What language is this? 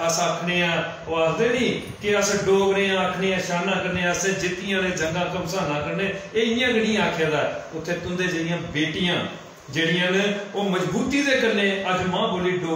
Dogri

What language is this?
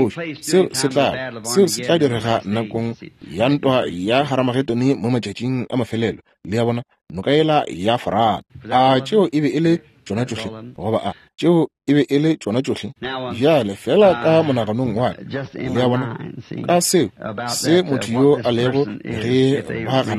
Northern Sotho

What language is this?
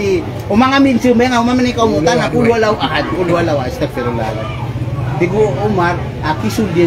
Maranao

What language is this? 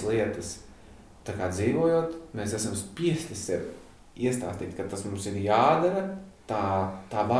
Latvian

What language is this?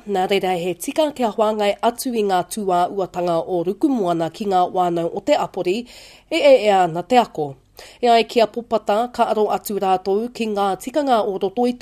Māori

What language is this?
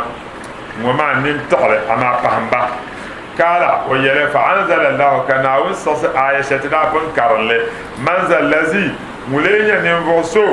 Dagbani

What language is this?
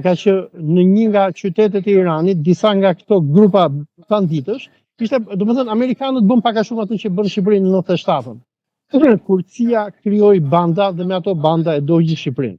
Albanian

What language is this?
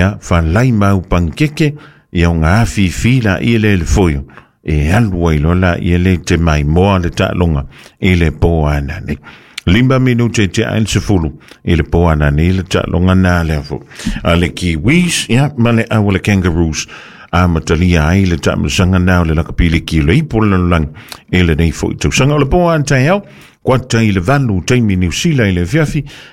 Samoan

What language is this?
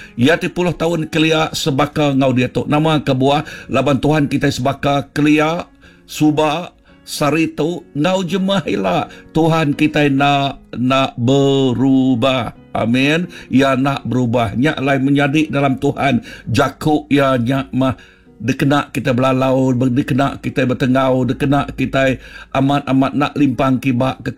Iban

